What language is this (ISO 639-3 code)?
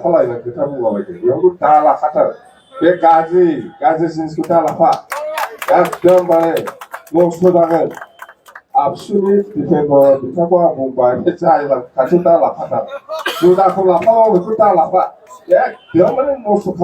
brx